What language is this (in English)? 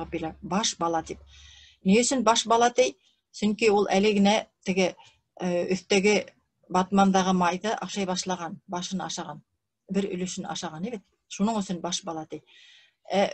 Bashkir